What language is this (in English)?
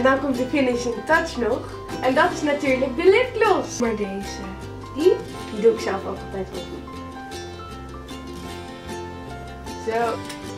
Dutch